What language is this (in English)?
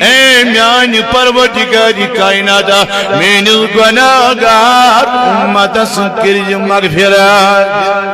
Kashmiri